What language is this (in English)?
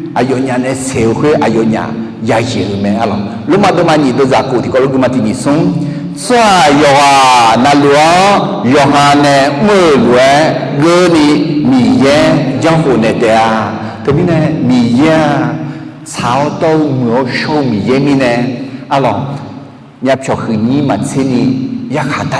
Akha